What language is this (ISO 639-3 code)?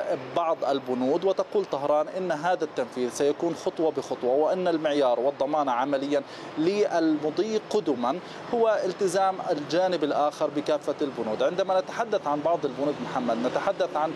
ara